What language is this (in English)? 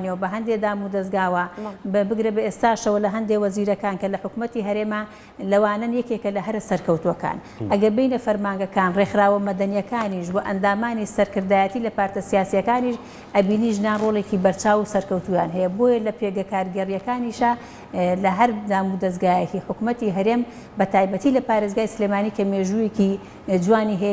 Central Kurdish